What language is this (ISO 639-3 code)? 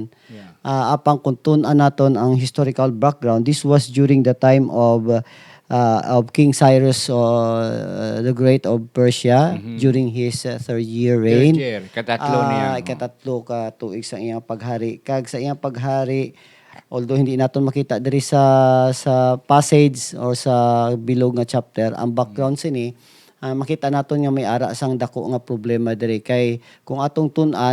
hil